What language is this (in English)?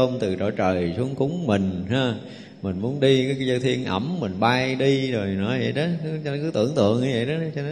Vietnamese